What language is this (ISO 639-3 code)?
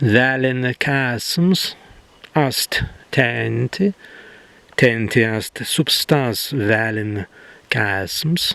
prg